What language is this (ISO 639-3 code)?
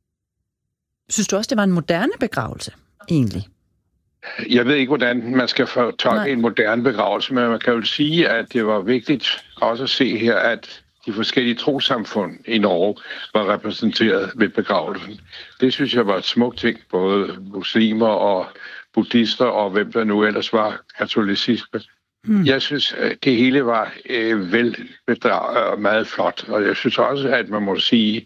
dan